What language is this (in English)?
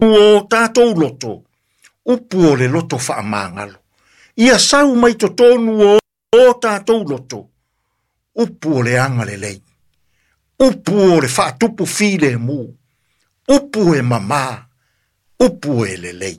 Samoan